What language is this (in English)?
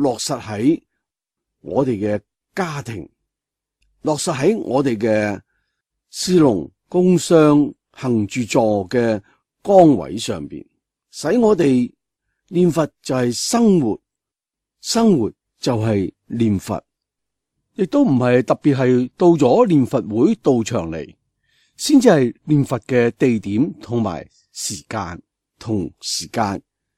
Cantonese